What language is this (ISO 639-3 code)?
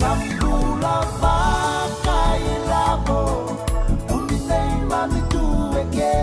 fij